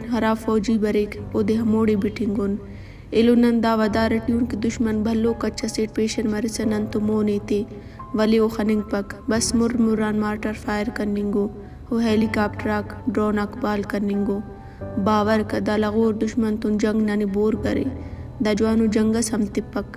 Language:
Brahui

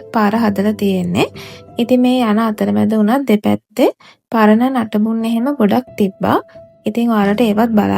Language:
Sinhala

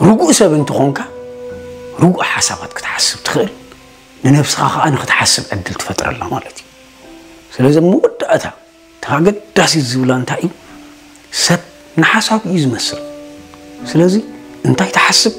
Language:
Tigrinya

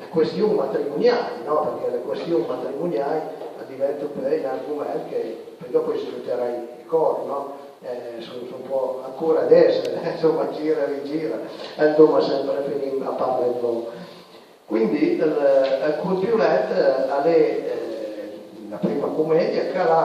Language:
Piedmontese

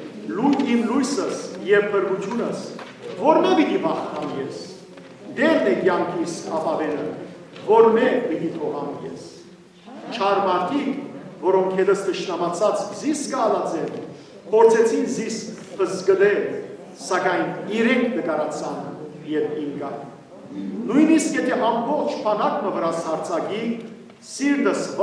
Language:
Western Armenian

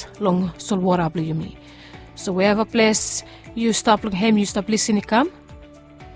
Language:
Bislama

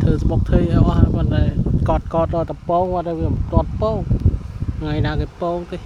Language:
Khmer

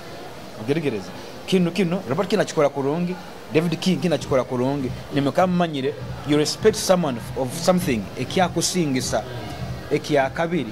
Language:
Nyoro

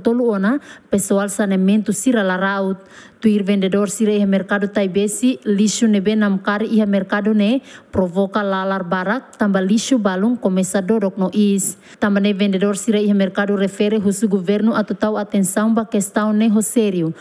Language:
Tetum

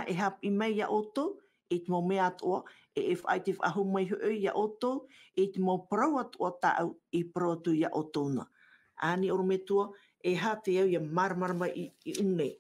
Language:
Tahitian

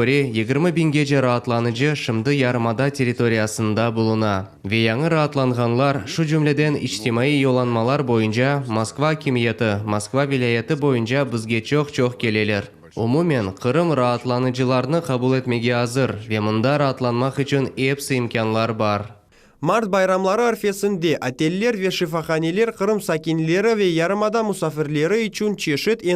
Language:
Crimean Tatar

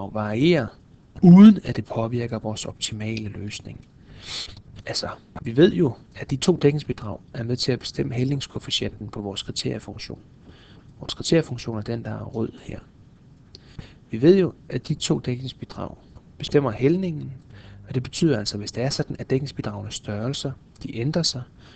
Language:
Danish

